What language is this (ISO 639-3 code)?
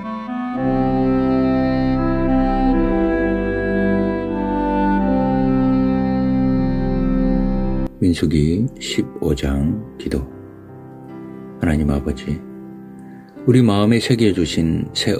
kor